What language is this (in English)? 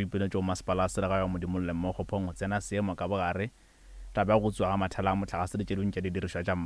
Northern Sotho